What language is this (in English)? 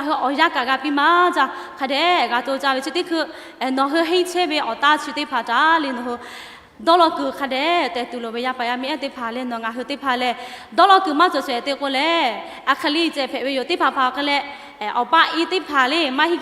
Lahu